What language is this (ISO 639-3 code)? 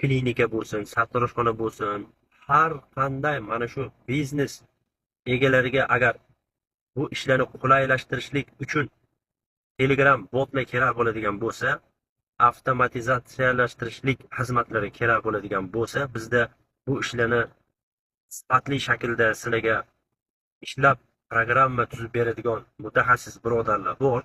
uzb